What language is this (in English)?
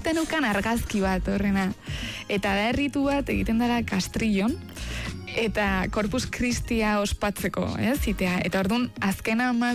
Basque